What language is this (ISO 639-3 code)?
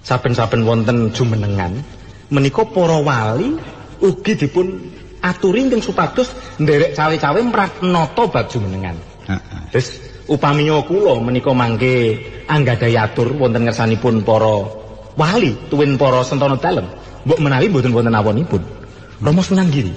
jav